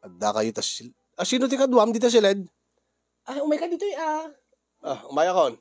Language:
Iloko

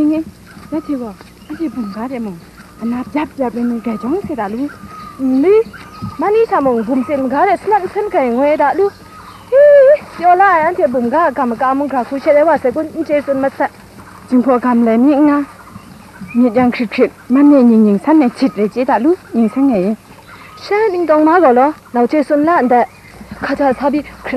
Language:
Kachin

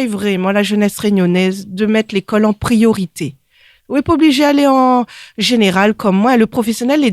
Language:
Réunion Creole French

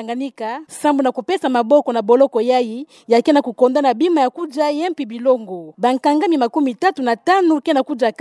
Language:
Kituba (Democratic Republic of Congo)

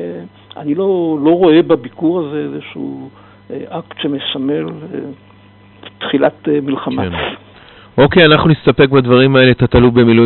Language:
Hebrew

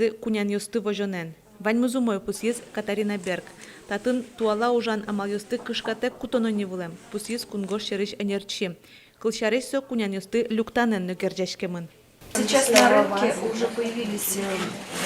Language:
Udmurt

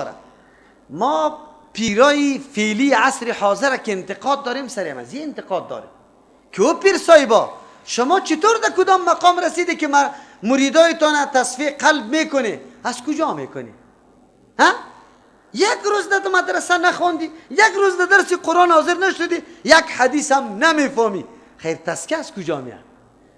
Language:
Persian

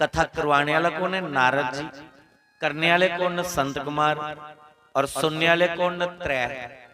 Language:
Dogri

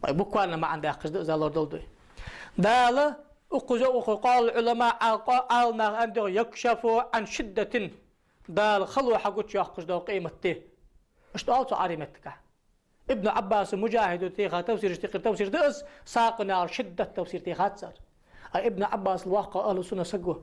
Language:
Ingush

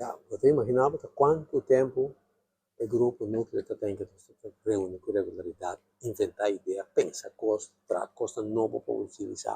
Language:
Papiamento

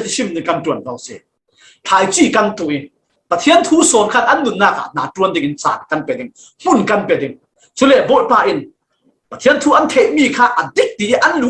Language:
Falam Chin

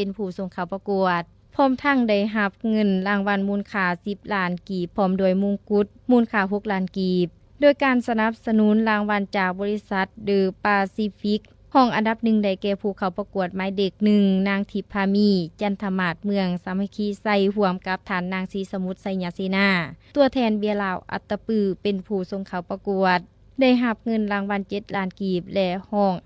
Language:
Lao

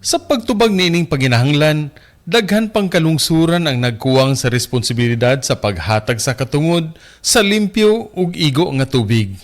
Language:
Cebuano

